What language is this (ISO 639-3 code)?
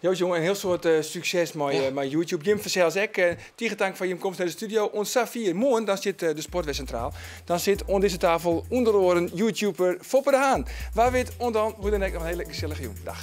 fry